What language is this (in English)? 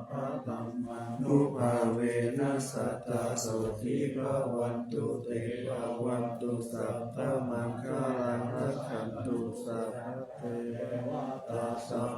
Pali